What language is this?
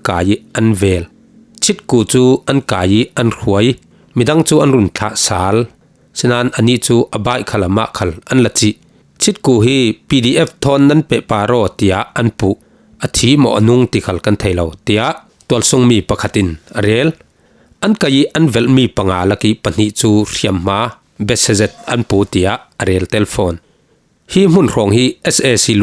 Falam Chin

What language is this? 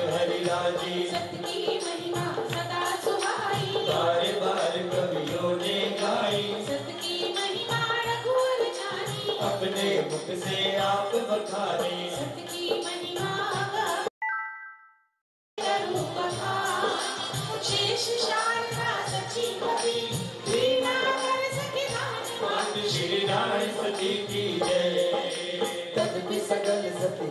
Hindi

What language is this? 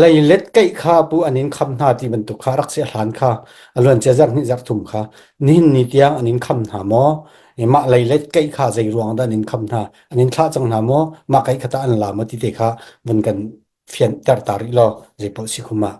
Hakha Chin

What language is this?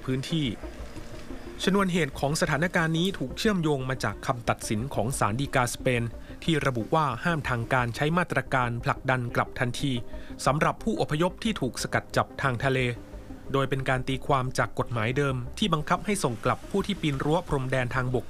Thai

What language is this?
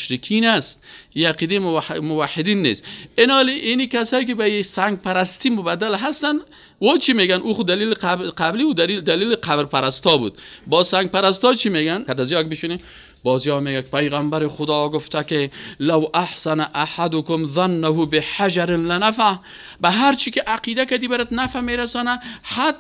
Persian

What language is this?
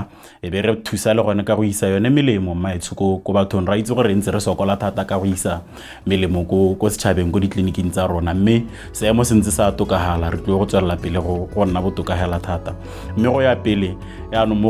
Tswana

